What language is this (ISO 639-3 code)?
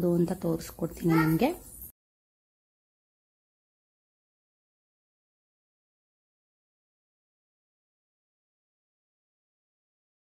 kan